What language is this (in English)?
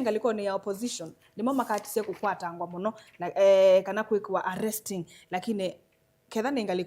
Kamba